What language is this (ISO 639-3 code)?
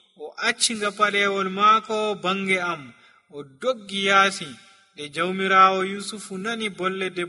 fuv